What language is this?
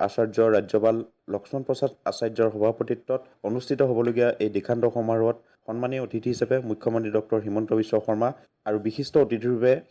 Assamese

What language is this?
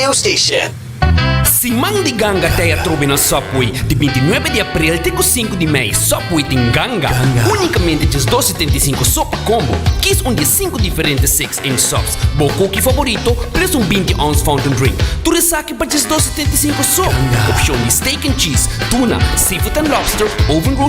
Papiamento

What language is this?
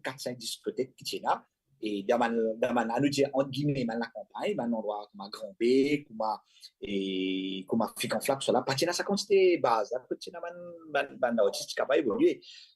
Morisyen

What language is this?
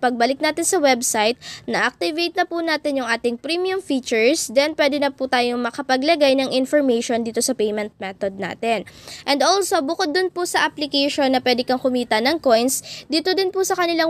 Filipino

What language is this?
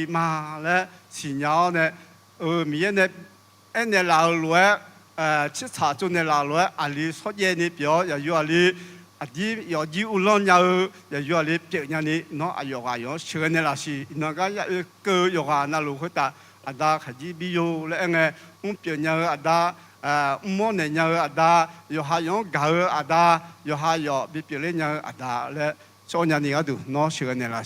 Akha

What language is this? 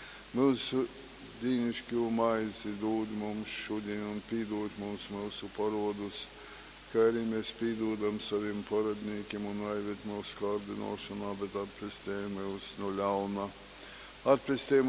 Latgalian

